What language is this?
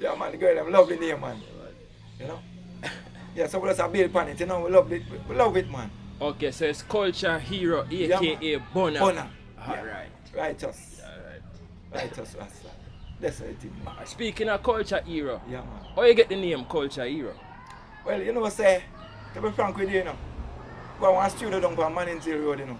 Jamaican Creole English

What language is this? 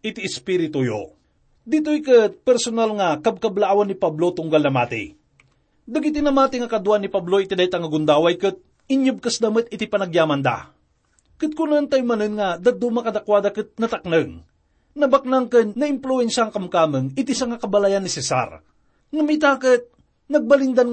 Iloko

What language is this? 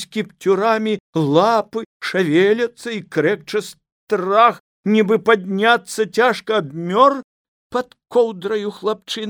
Belarusian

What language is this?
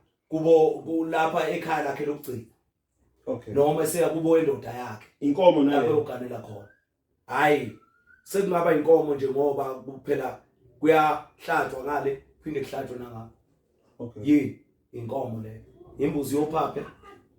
Zulu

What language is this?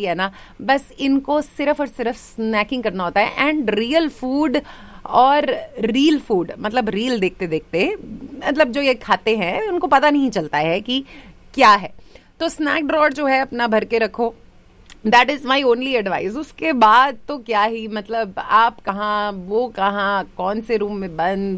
Hindi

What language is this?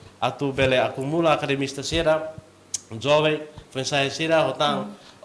Tetum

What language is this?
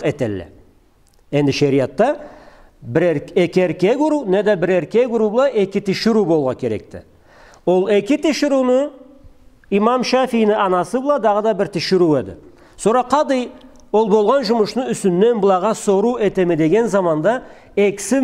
Karachay-Balkar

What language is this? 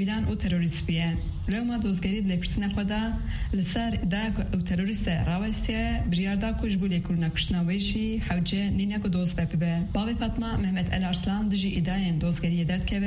Kurdish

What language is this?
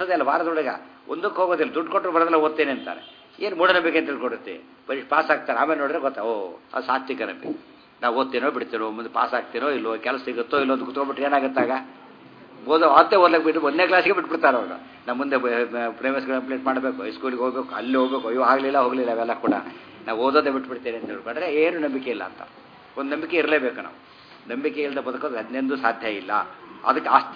Kannada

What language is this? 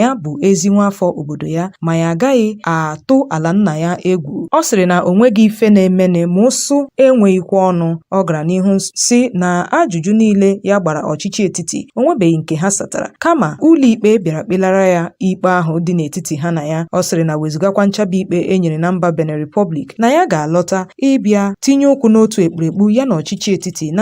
Igbo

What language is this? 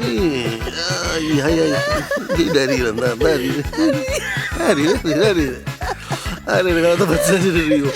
Neapolitan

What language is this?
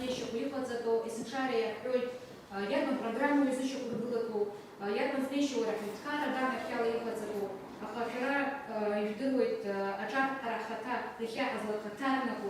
Abkhazian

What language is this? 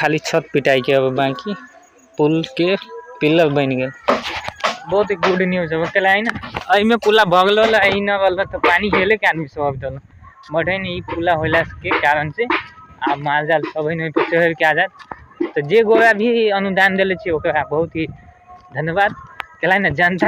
Maithili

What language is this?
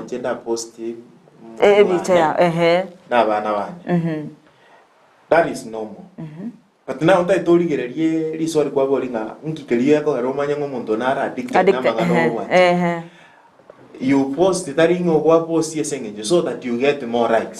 Gusii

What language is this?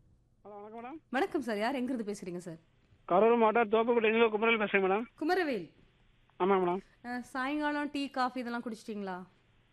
Tamil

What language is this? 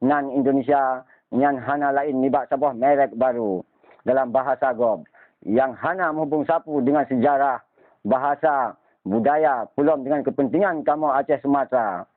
Achinese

